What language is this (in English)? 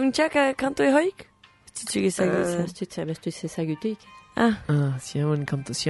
Basque